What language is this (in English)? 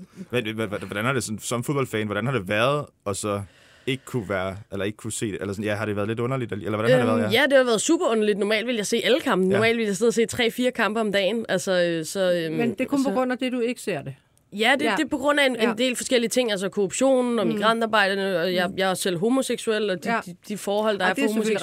Danish